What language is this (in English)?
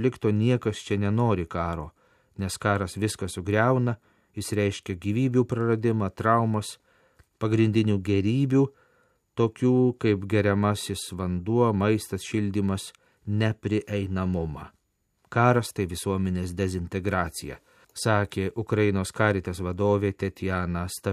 Lithuanian